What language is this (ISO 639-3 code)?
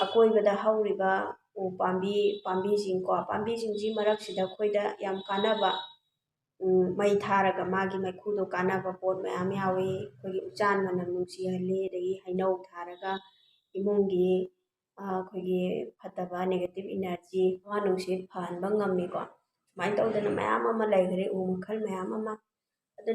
mni